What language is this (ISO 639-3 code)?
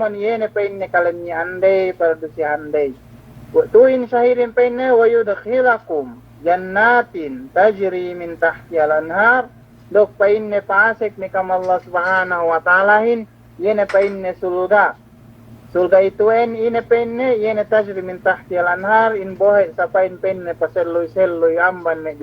yka